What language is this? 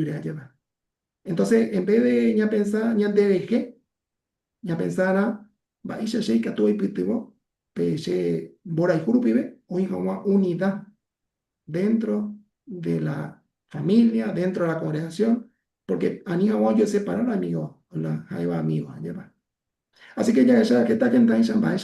Guarani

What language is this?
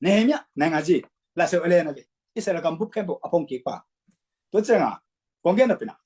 Tedim Chin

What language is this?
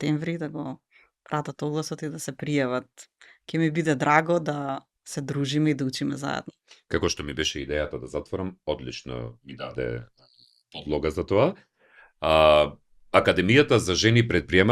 Macedonian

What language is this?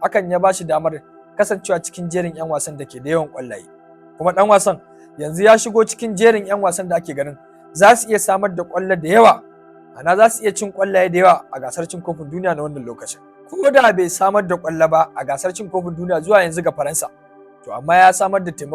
Hausa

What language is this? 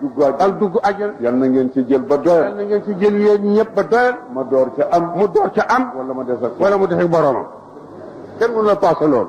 Wolof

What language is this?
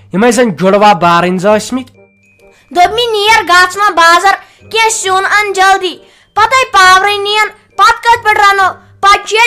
Kashmiri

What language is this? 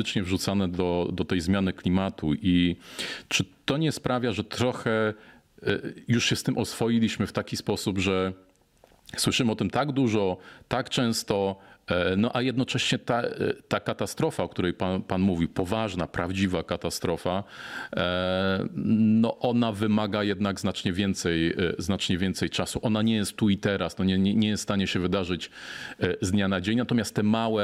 Polish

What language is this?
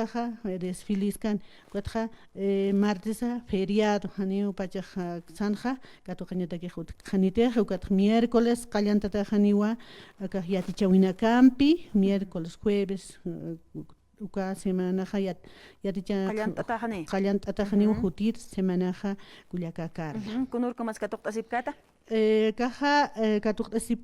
Aymara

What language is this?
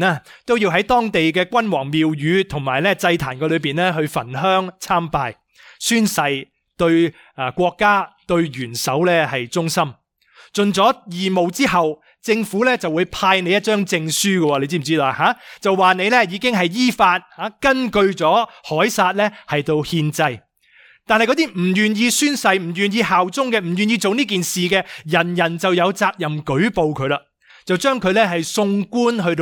Cantonese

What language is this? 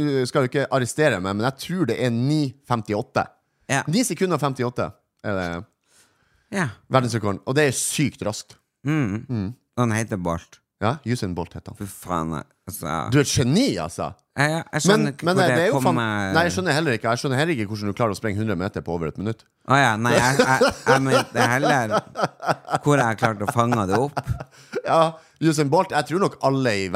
Norwegian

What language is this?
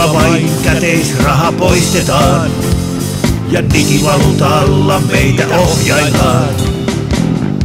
Finnish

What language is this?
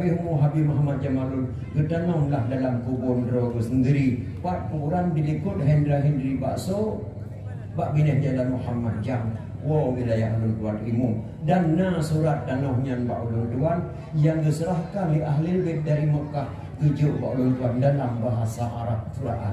Achinese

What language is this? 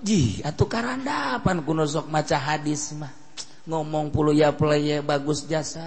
Sundanese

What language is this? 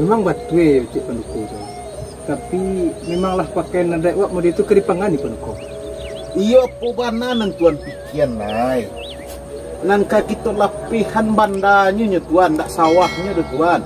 Minangkabau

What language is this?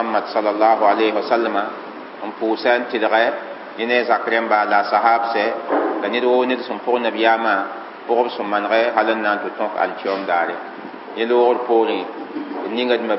Mossi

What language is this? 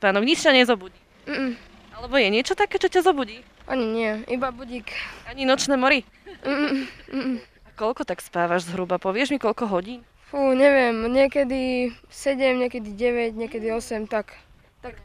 Slovak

